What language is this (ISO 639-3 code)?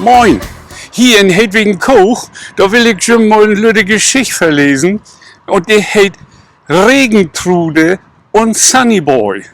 nds